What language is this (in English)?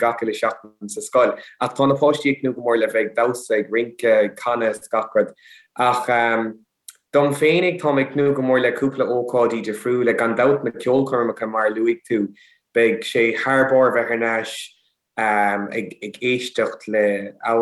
Irish